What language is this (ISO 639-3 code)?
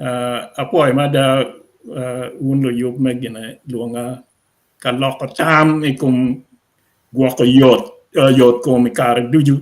ach